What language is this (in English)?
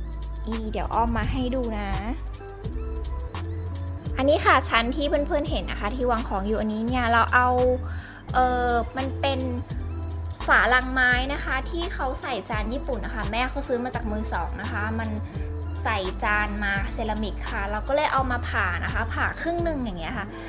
Thai